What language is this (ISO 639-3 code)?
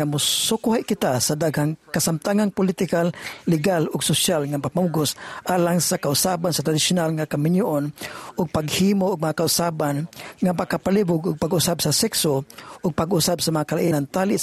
ceb